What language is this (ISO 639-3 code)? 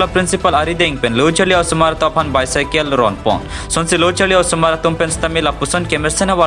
mjw